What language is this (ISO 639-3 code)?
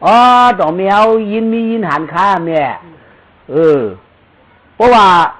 shn